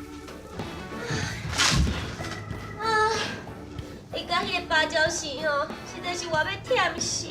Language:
Min Nan Chinese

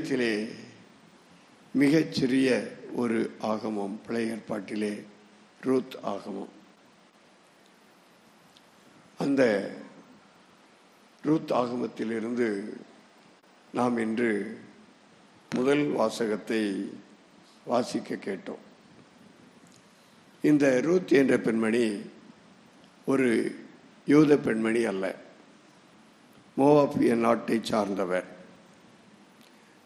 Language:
Tamil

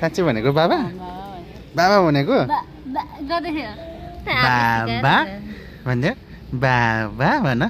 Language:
Nepali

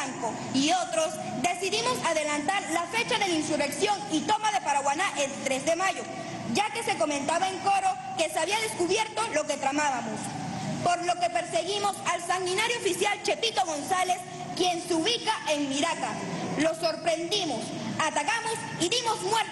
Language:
Spanish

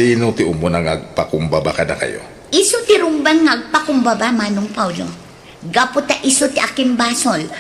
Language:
Iloko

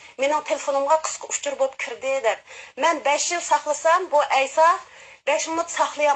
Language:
Uyghur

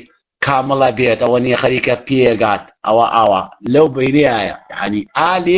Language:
Central Kurdish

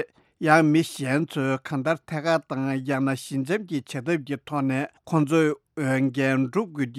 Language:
Tibetan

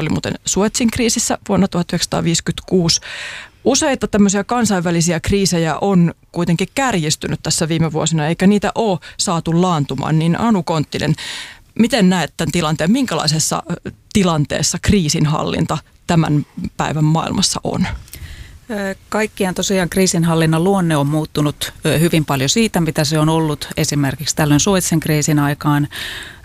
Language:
Finnish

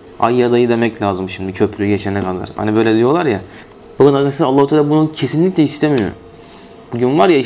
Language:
Turkish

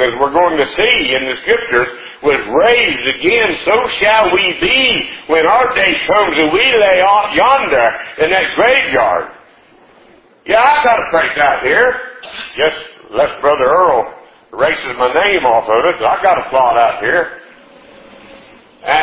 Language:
English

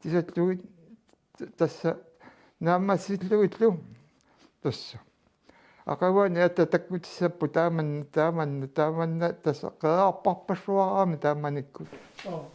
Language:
Kalaallisut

